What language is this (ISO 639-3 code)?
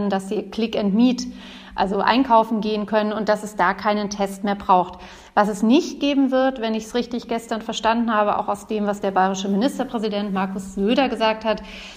deu